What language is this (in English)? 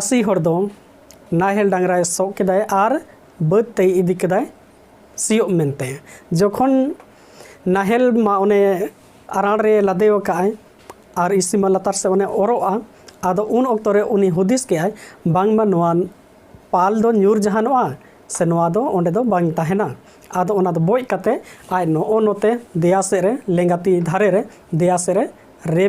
Santali